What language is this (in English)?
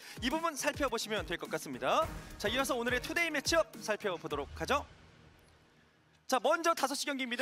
Korean